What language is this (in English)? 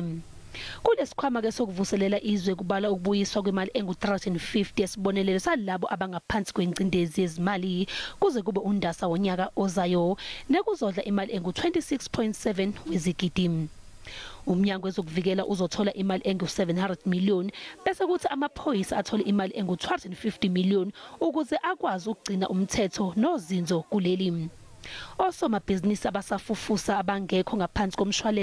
Zulu